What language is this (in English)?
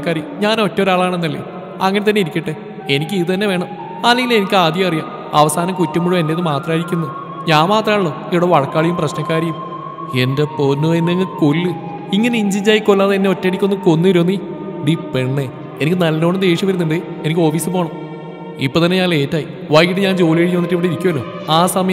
Malayalam